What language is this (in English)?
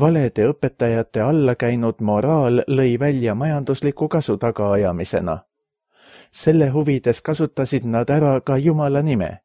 Estonian